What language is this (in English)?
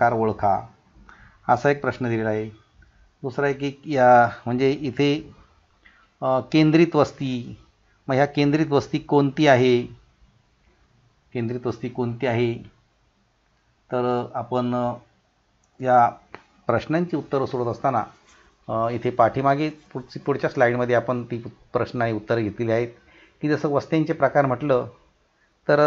Marathi